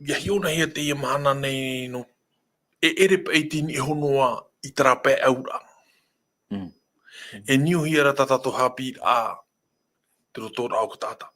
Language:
Tahitian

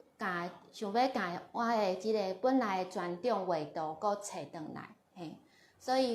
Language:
Min Nan Chinese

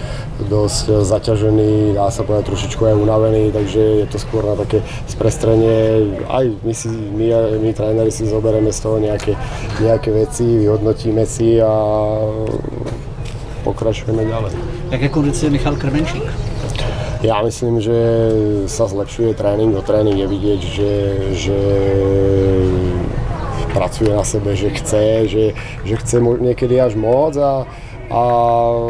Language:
Slovak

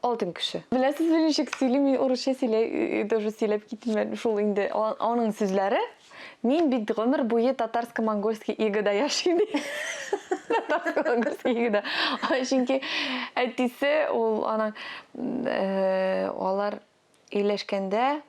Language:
Tatar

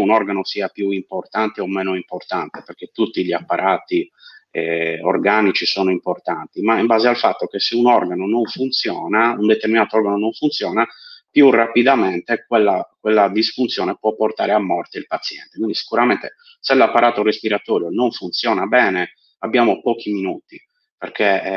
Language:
Italian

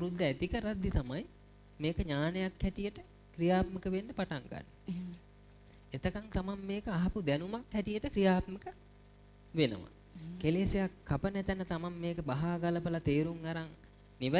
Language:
Sinhala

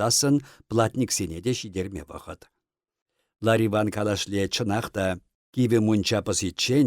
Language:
Chuvash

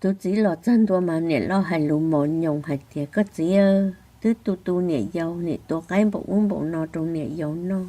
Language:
Hmong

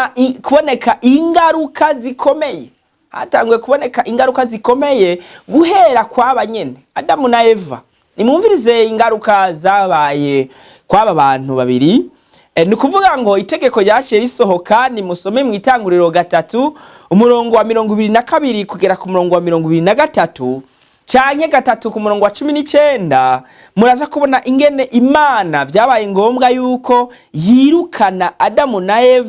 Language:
Rundi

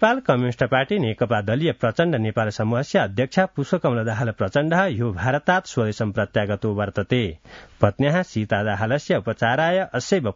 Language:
Sanskrit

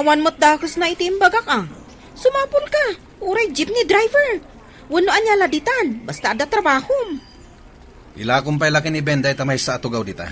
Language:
Iloko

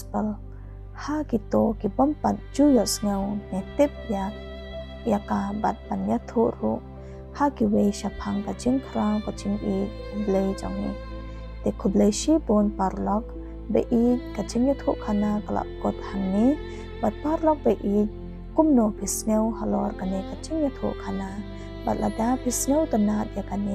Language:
Khasi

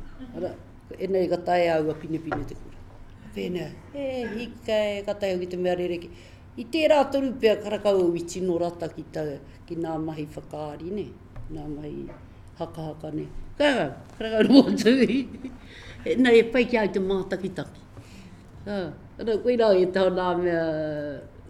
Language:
Māori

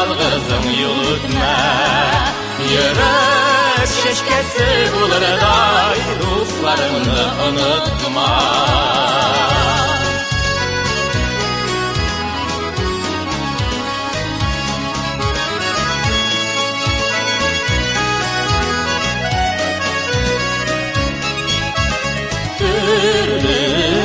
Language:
Tatar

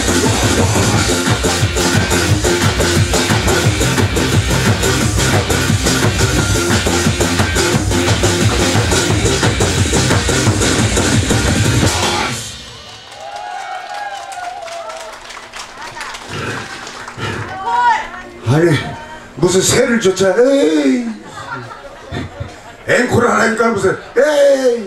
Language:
Korean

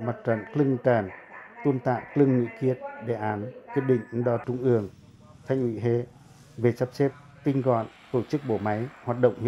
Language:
Pacoh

